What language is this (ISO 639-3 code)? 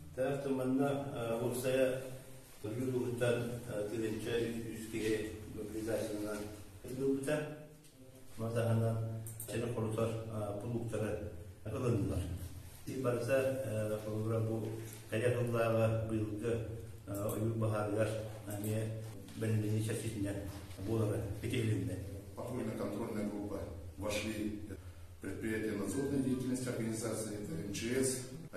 sah